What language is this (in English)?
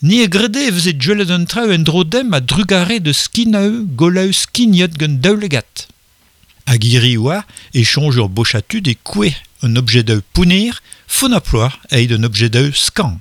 Breton